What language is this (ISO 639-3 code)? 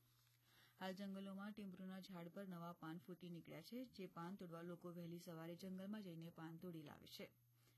guj